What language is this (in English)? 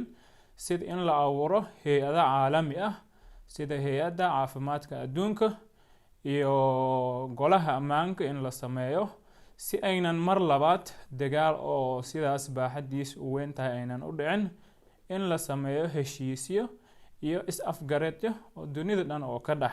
Somali